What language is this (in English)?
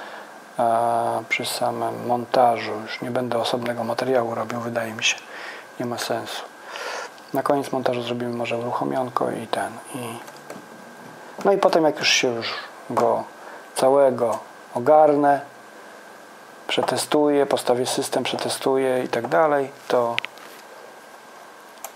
Polish